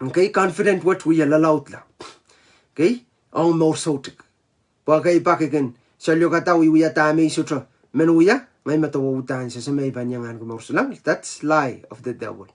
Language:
Pohnpeian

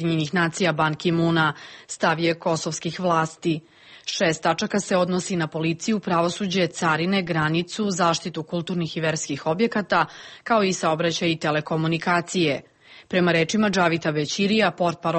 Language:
Serbian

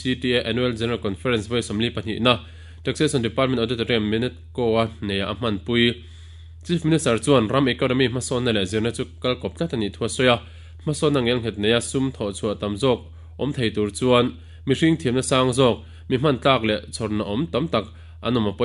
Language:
Mizo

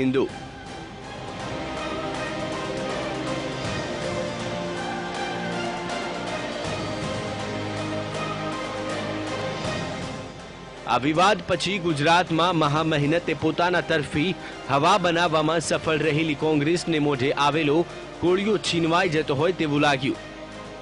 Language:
Gujarati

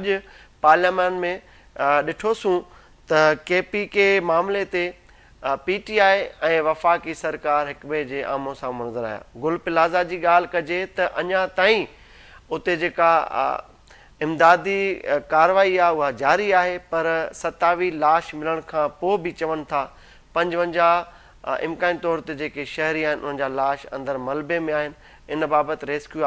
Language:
Sindhi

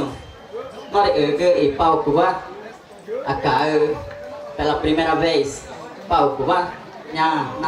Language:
Ticuna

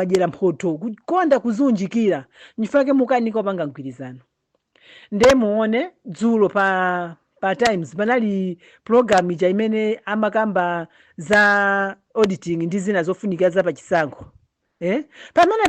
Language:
Nyanja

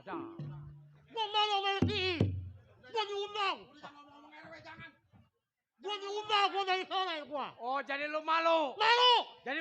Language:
Betawi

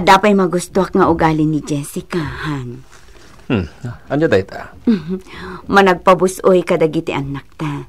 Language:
Iloko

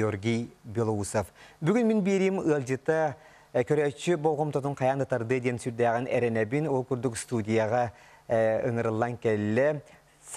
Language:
Yakut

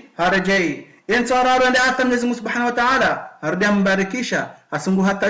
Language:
Ngazidja Comorian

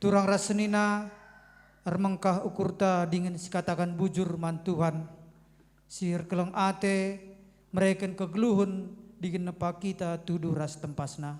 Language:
Batak Karo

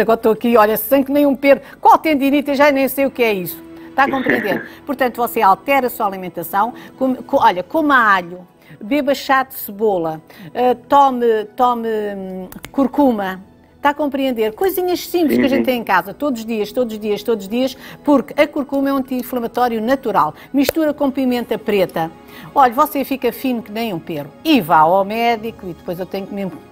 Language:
Portuguese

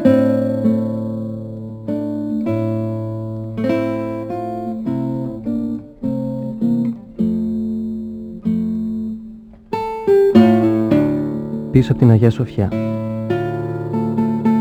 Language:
Greek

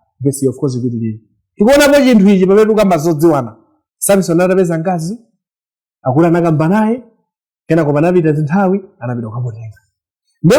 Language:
Nyanja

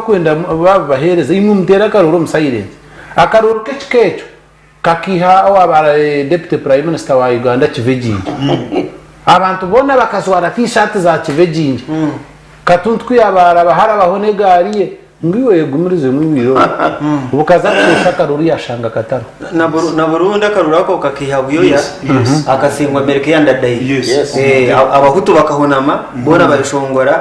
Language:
Nyankole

